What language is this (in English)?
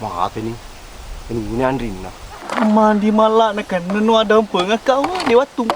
Buginese